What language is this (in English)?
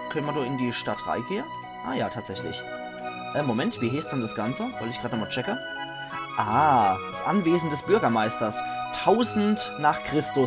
Palatine German